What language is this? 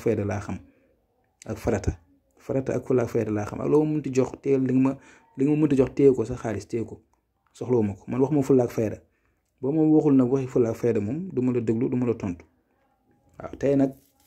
Wolof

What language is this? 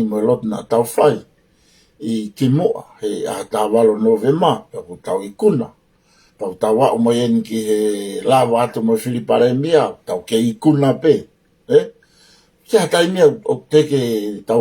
Tongan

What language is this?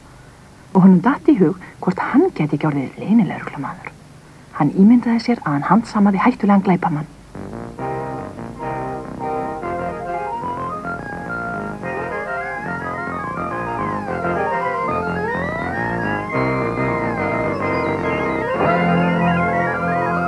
Icelandic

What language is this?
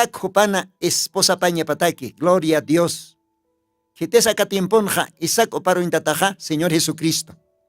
Aymara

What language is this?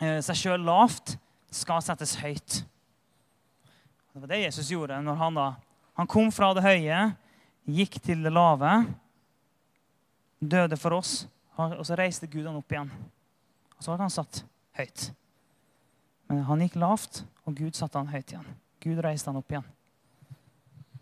Norwegian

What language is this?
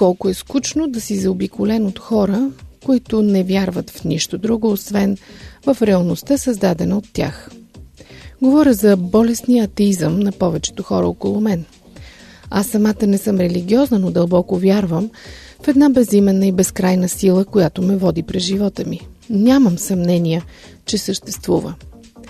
Bulgarian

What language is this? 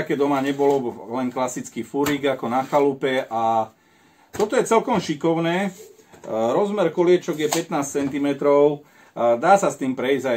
Slovak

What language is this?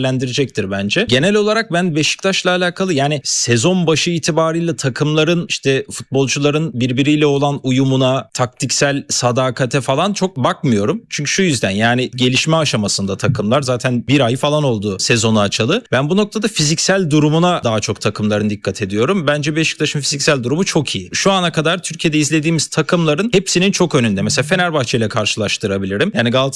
Turkish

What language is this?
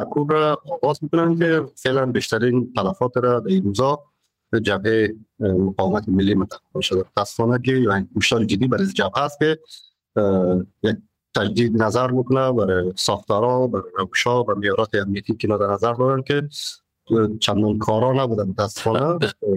Persian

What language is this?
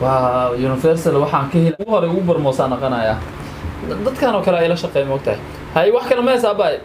Somali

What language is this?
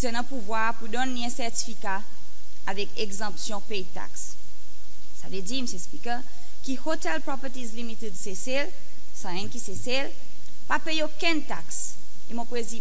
Seselwa Creole French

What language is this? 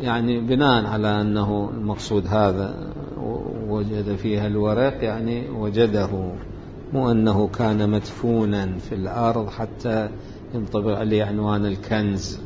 Mesopotamian Arabic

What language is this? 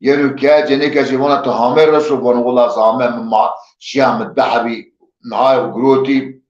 Zaza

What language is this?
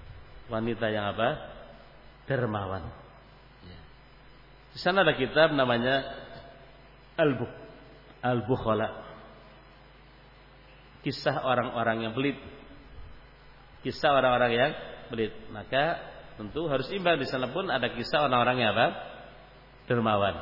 Indonesian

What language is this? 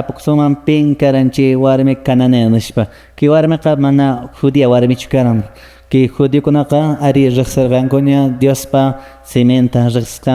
Quechua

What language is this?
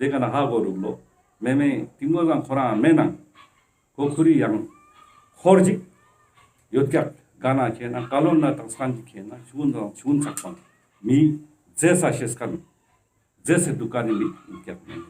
Ladakhi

